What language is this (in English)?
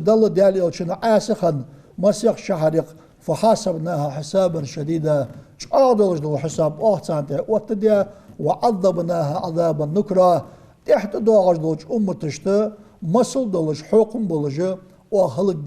Ingush